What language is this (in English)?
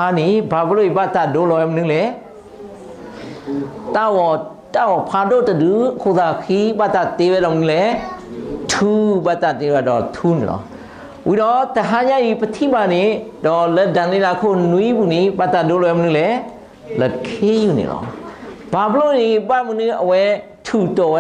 S'gaw Karen